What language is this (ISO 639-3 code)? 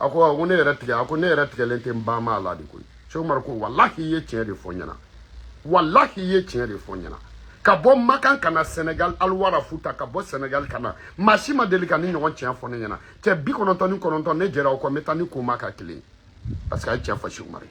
bam